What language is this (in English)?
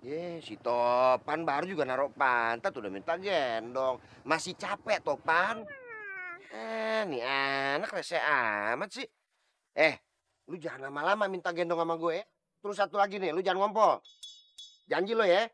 Betawi